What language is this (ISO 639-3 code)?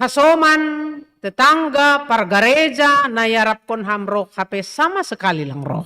bts